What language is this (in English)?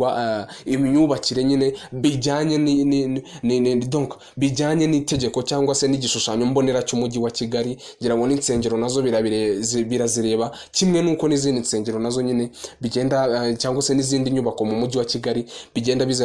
Kinyarwanda